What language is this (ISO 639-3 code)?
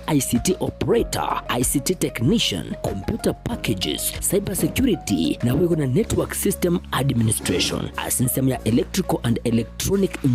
guz